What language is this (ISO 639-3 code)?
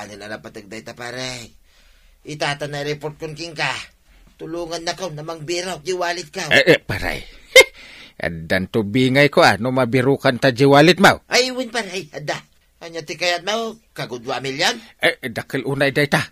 ilo